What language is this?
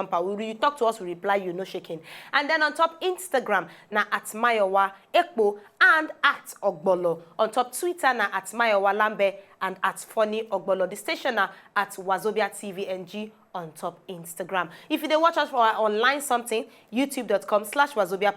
Nigerian Pidgin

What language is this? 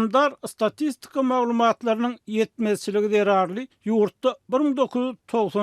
Turkmen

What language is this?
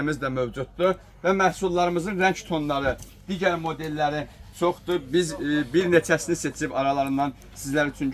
Azerbaijani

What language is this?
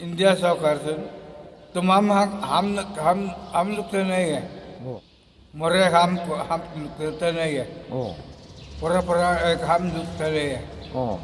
Hmar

